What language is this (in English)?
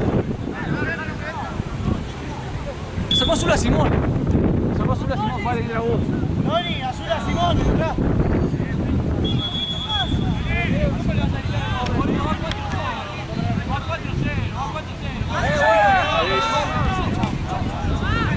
Spanish